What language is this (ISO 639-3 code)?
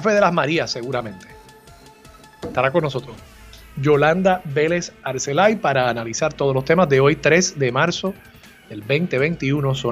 spa